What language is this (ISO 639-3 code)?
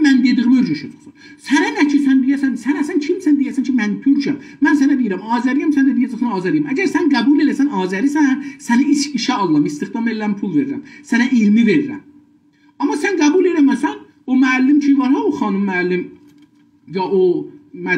azb